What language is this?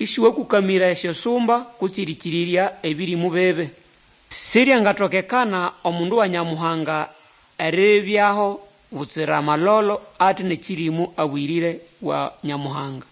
Nande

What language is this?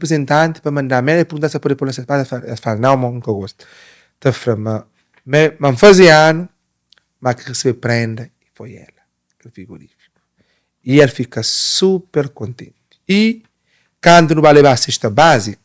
Kabuverdianu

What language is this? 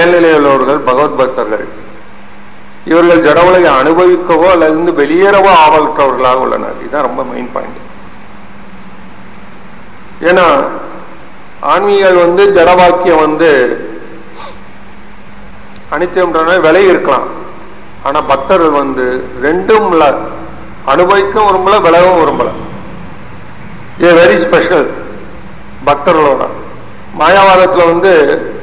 Tamil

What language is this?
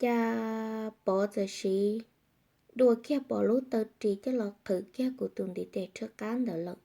Hmong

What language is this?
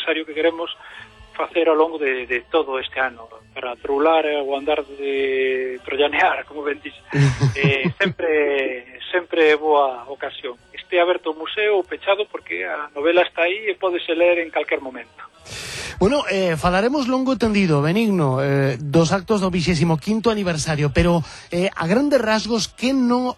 Galician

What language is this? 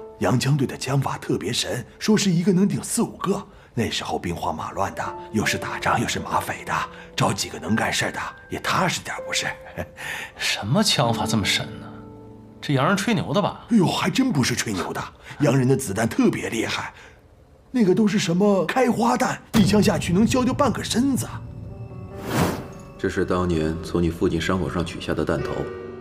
Chinese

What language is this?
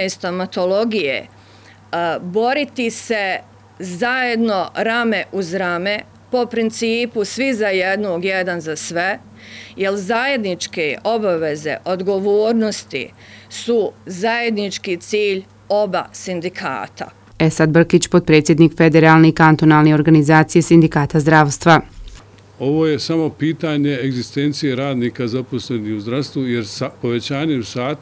Croatian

